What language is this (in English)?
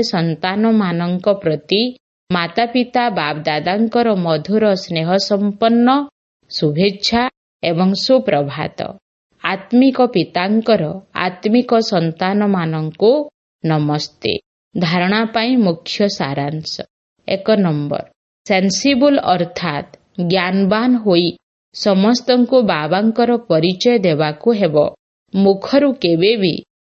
Odia